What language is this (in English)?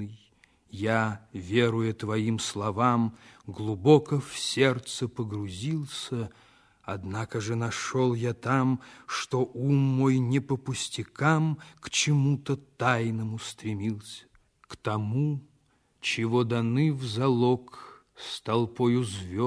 Russian